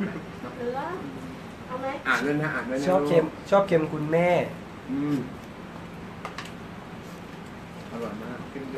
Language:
Thai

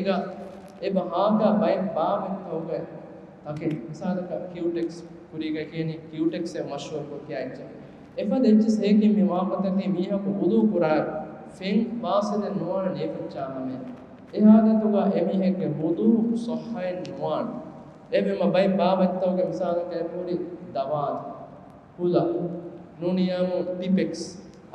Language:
Divehi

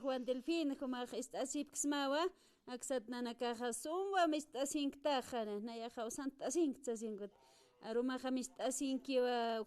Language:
Aymara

